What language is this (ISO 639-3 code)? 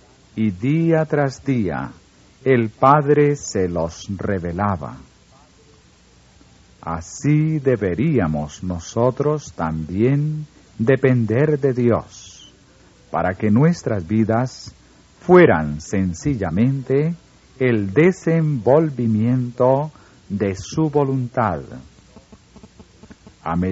spa